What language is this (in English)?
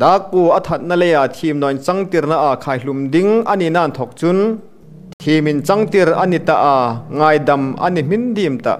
Hmar